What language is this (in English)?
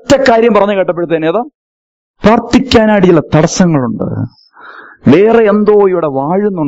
Malayalam